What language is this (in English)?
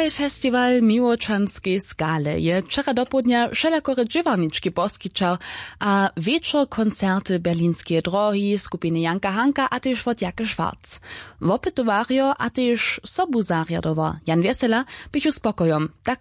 Upper Sorbian